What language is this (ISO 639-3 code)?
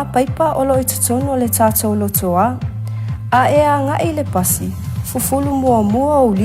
smo